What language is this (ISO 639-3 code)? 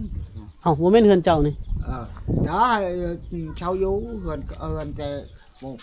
lao